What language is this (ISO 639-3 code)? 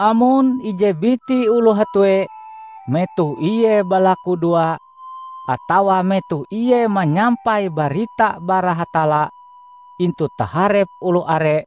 nij